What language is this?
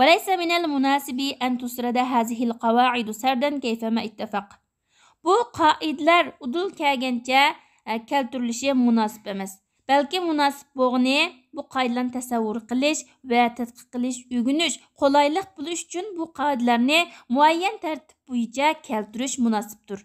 Uyghur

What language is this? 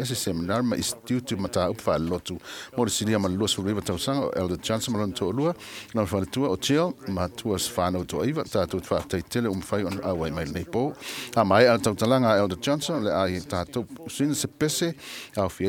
Samoan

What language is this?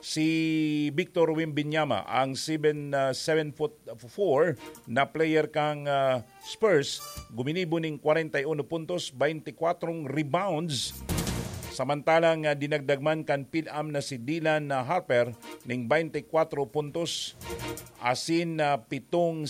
Bikol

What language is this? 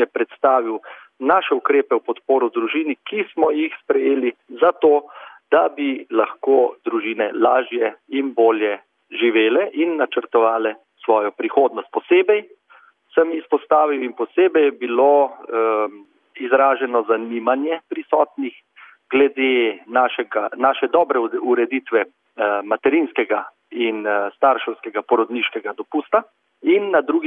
Slovenian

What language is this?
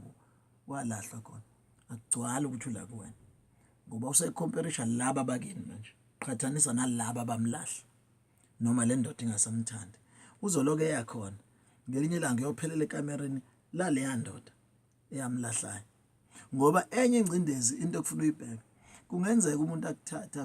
Zulu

